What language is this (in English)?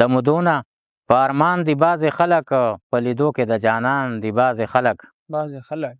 Pashto